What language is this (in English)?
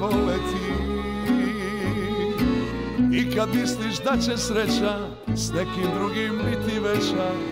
Serbian